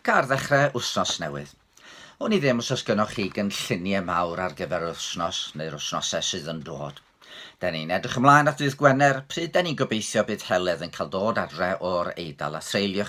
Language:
Welsh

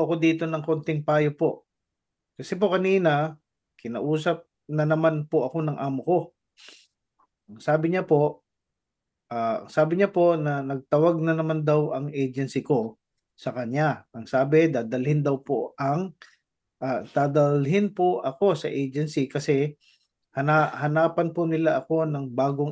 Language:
Filipino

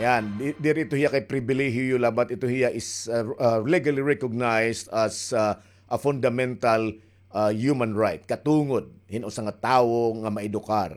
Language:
Waray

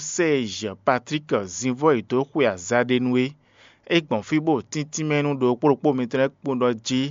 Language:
Fon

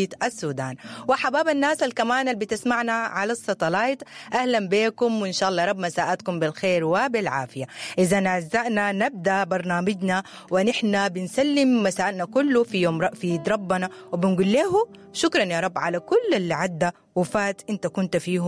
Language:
Sudanese Arabic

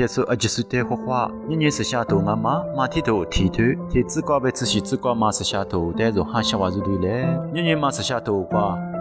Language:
Lisu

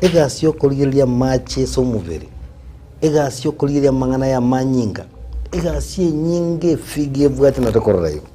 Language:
Gusii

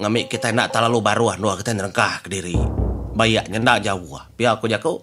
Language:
Iban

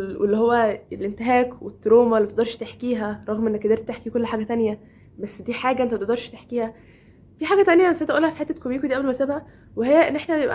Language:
Egyptian Arabic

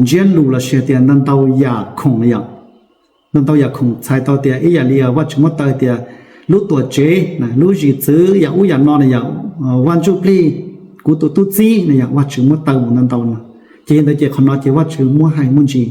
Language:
Hmong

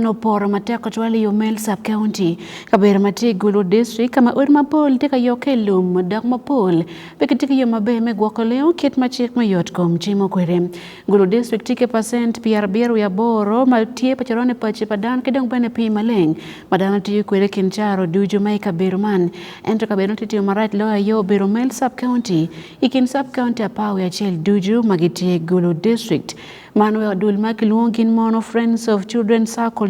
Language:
Acoli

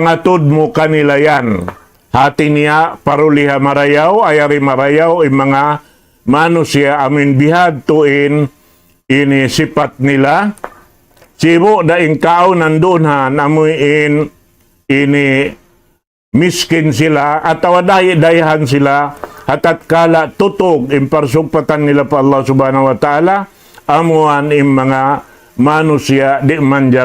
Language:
Tausug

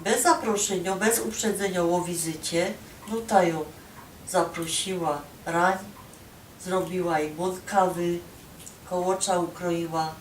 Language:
Silesian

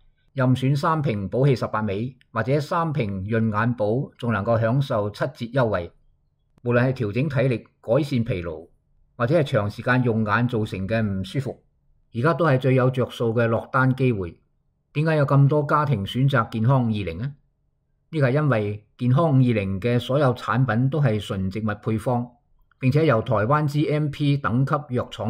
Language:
Cantonese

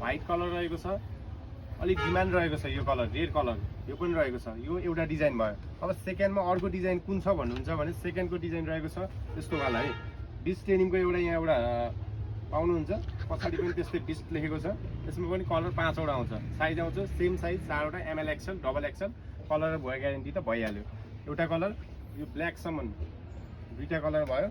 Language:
Nepali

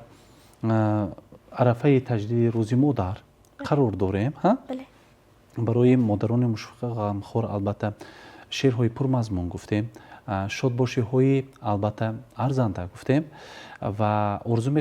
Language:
Tajik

